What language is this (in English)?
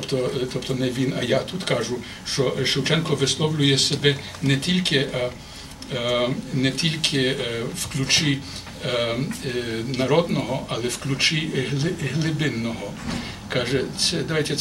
Ukrainian